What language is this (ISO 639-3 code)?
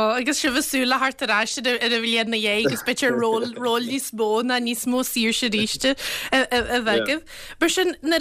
gle